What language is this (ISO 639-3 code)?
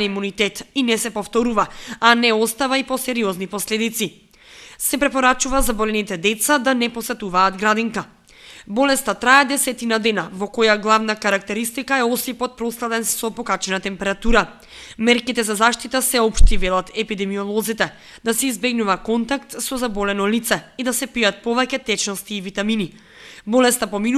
mkd